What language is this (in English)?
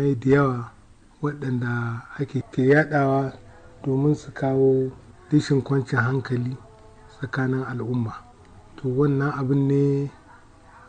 Hausa